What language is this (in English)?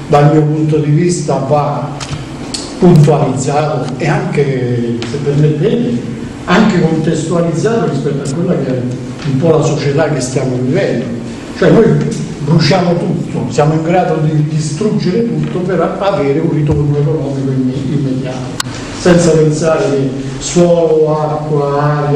Italian